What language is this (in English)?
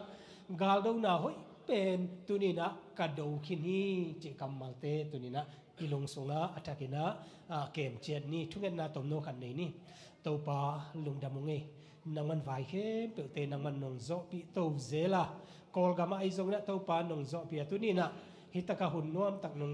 Tedim Chin